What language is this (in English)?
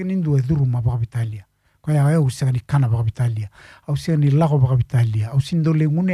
Fijian